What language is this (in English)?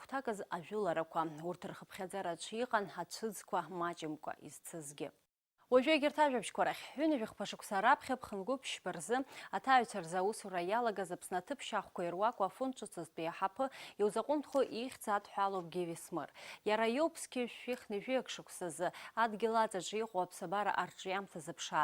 Abkhazian